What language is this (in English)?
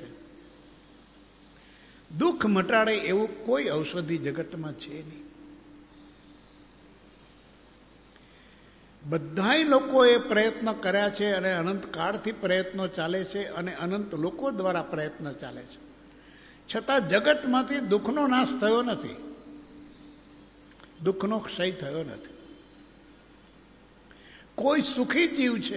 Gujarati